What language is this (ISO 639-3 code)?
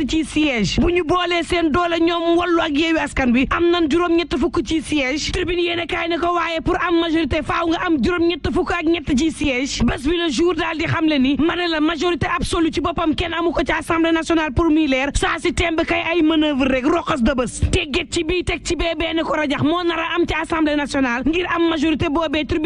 wol